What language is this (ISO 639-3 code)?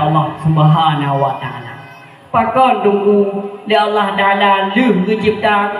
ace